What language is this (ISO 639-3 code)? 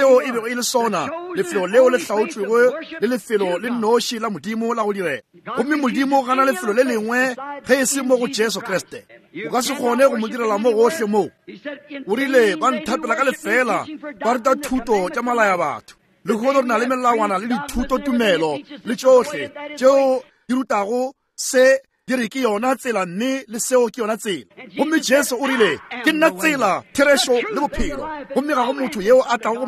nso